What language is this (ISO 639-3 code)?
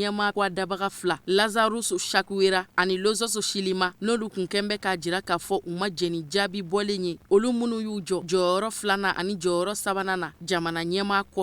bam